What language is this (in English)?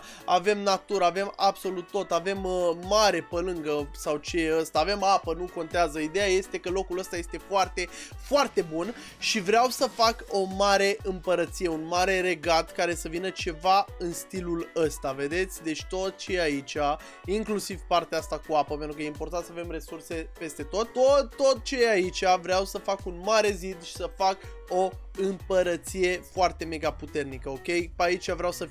Romanian